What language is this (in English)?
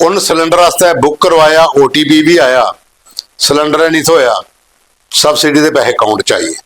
Dogri